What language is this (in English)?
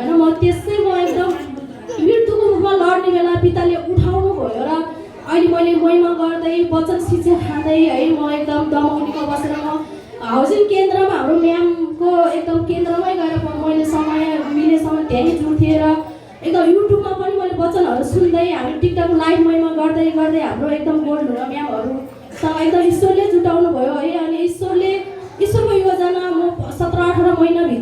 Nepali